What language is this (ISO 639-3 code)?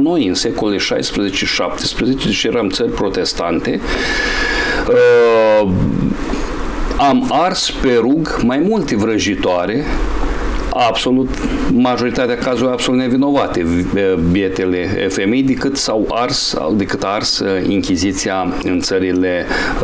ron